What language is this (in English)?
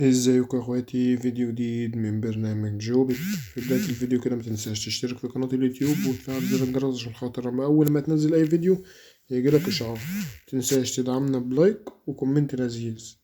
Egyptian Arabic